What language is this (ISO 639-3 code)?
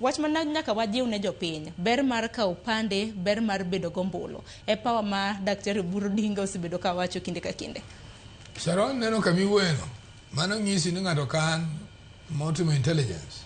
luo